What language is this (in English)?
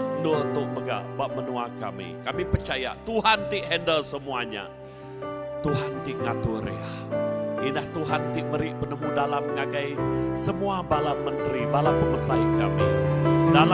Iban